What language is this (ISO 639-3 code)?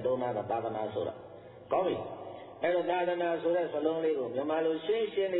mya